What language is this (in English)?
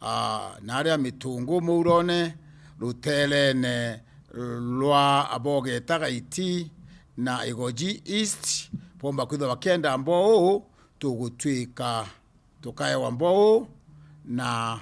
Meru